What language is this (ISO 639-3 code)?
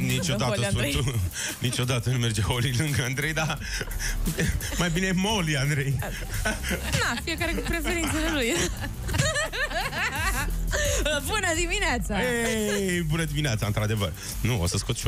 ron